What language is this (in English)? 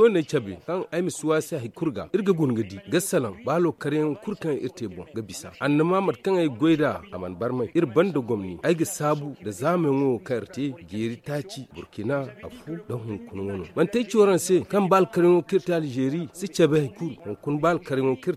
Zarma